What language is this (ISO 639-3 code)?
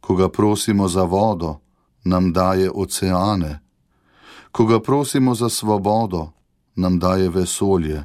slv